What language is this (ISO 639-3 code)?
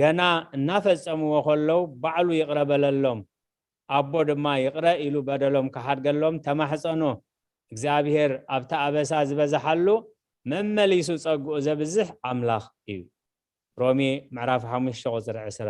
tir